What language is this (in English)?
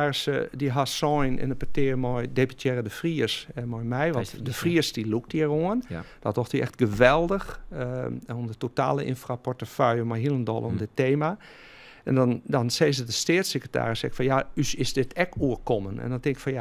Western Frisian